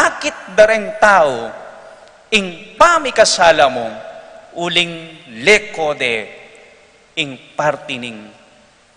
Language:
Pampanga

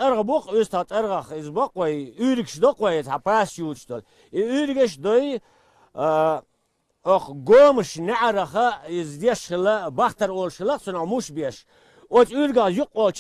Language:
Chechen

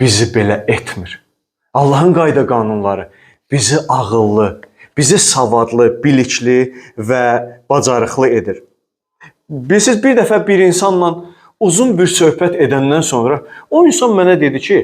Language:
Azerbaijani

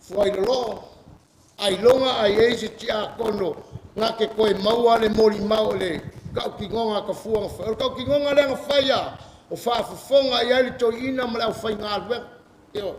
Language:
Samoan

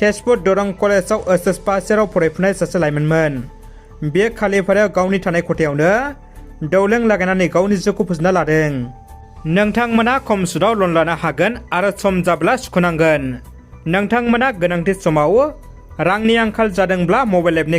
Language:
Bodo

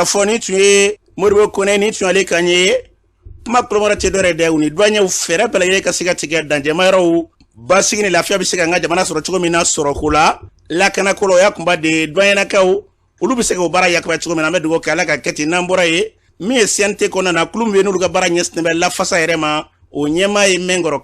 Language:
Bambara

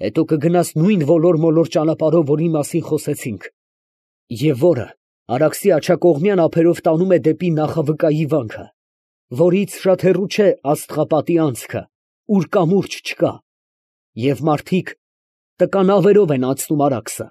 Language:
Armenian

